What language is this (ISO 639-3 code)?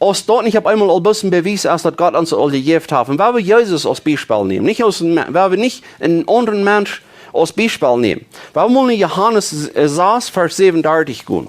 pdt